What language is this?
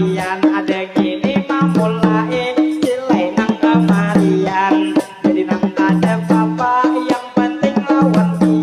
Banjar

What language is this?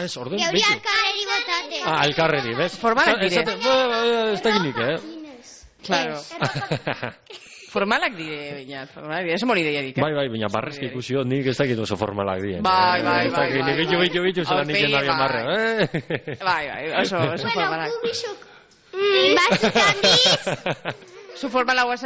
Basque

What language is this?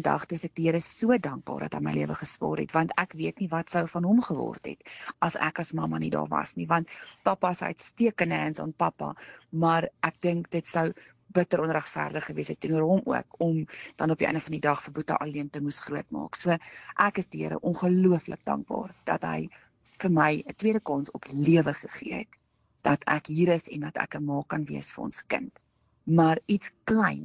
Afrikaans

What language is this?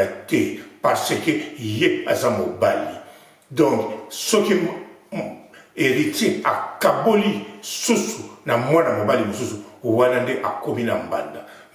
Lingala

